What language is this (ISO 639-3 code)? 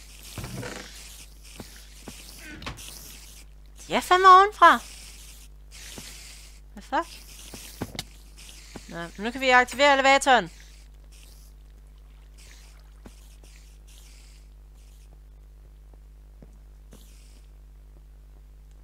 dan